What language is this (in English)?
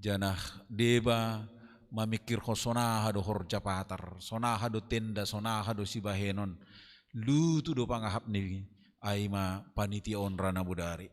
Batak Simalungun